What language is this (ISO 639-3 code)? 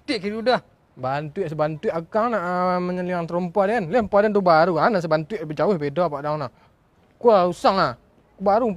min